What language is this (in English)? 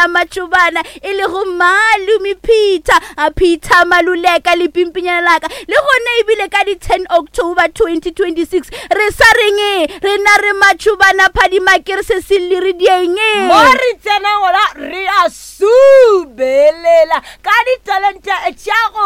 Northern Sotho